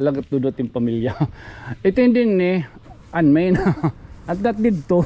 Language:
Waray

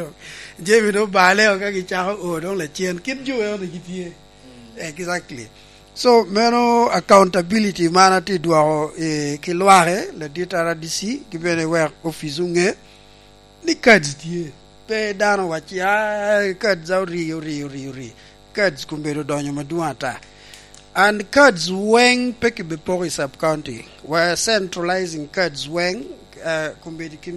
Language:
Lango (Uganda)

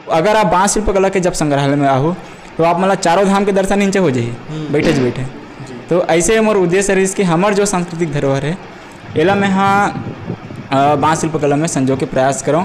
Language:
Chhattisgarhi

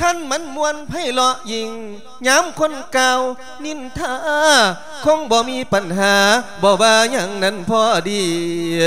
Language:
Lao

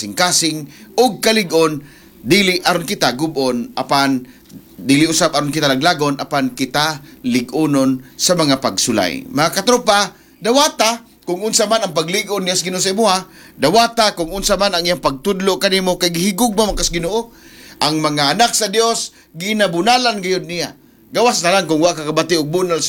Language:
Cebuano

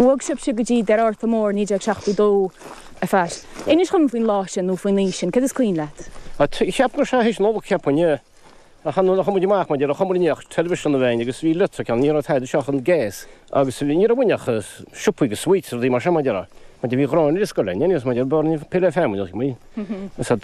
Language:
Irish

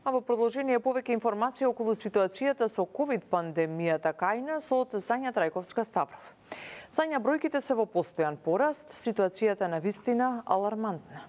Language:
Macedonian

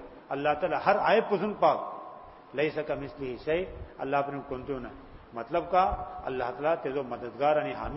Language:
Urdu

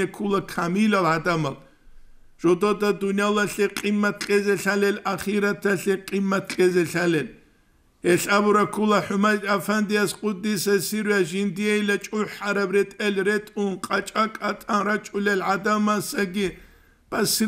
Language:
Avaric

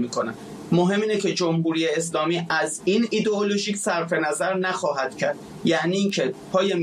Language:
Persian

